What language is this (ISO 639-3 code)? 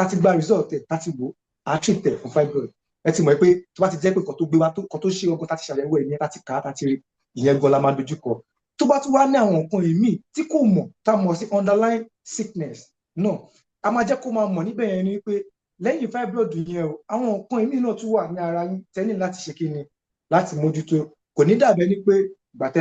yor